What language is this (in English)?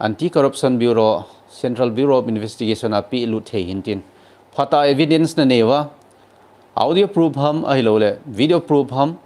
Thado Chin